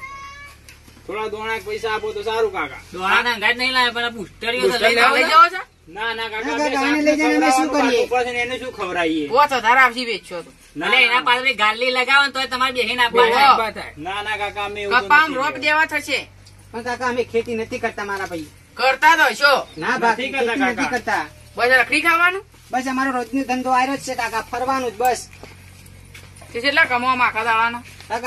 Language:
Gujarati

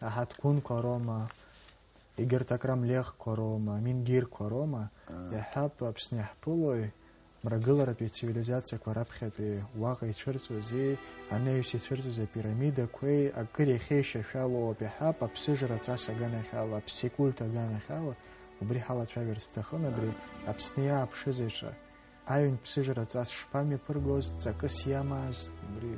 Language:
Abkhazian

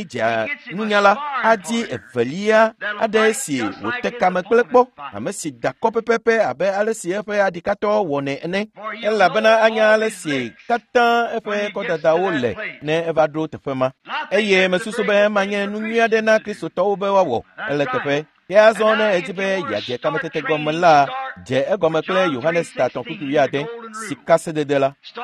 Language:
Ewe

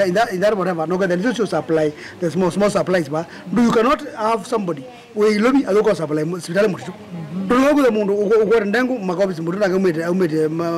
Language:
Kamba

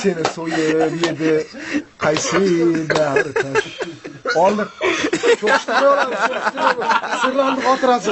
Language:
Uzbek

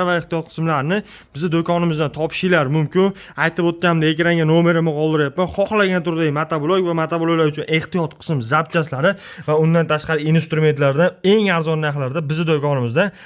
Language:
Uzbek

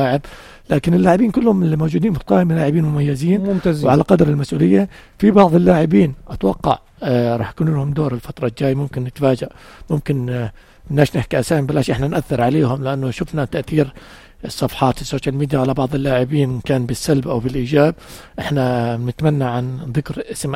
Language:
North Levantine Arabic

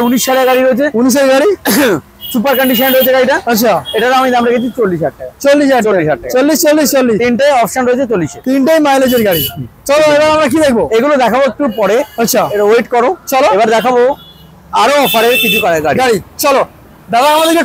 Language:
Bangla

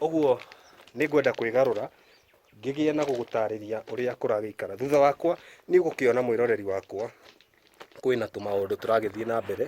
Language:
Kikuyu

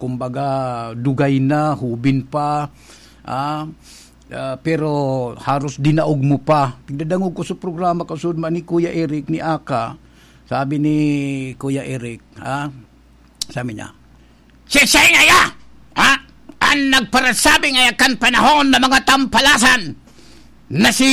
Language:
Bikol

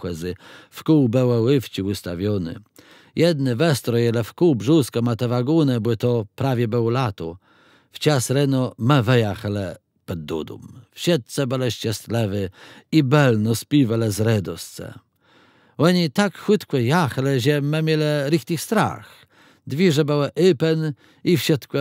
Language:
Kashubian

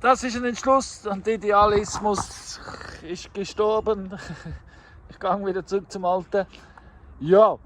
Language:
Swiss German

